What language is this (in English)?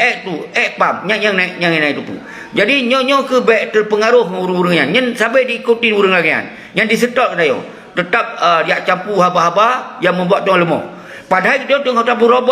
Achinese